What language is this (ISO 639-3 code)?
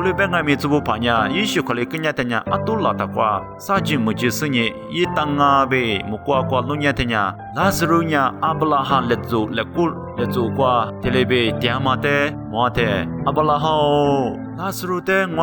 lis